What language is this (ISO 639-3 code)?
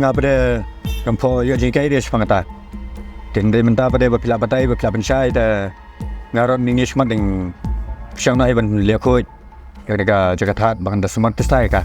kha